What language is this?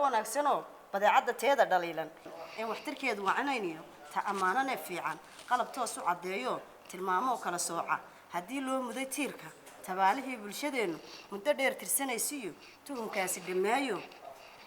Somali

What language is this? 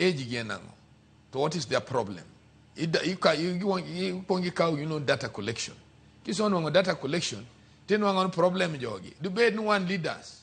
Luo (Kenya and Tanzania)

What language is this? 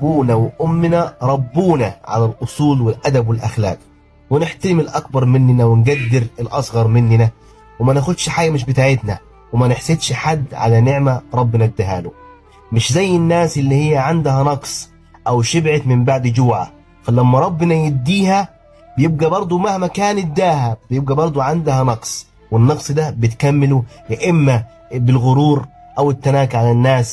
Egyptian Arabic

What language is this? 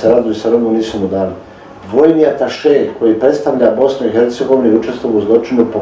Bosnian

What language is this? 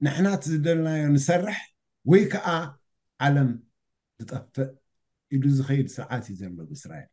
Tigrinya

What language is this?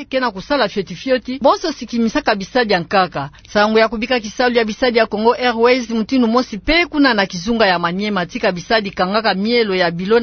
Kituba (Democratic Republic of Congo)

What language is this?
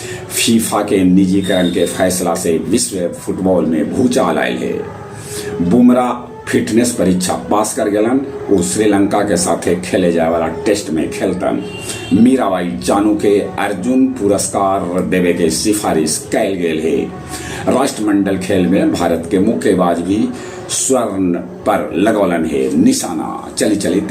Magahi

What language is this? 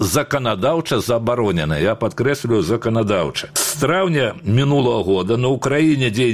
Belarusian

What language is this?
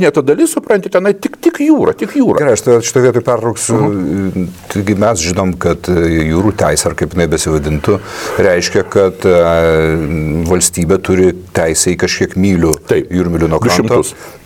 Lithuanian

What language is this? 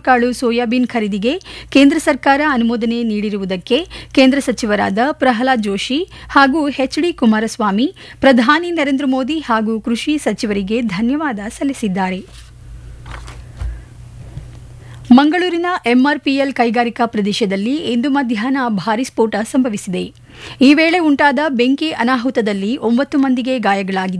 Kannada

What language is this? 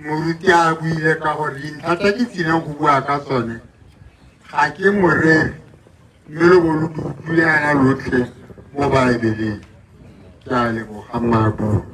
Tswana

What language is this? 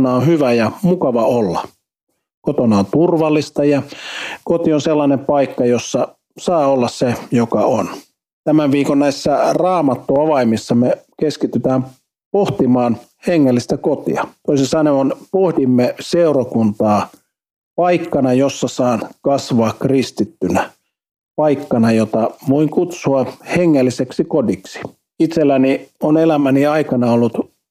Finnish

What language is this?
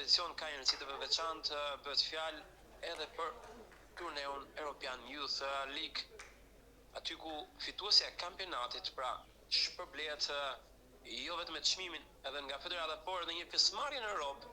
Albanian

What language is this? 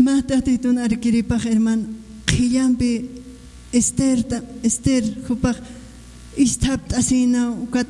Aymara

